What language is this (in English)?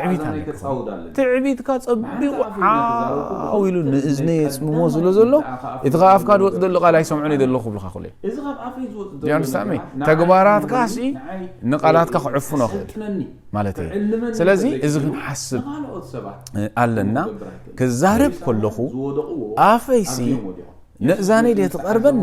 Tigrinya